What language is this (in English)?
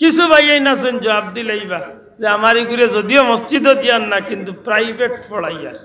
Sylheti